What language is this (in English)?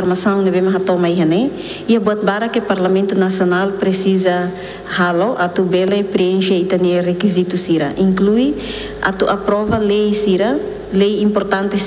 Tetum